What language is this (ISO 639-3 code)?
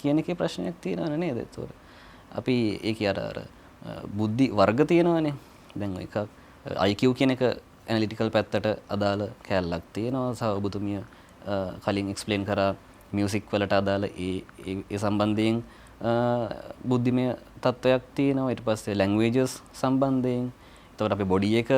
sin